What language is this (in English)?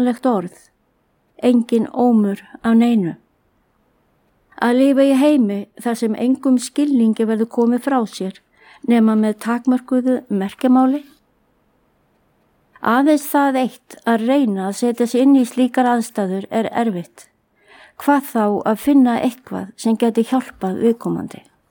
Icelandic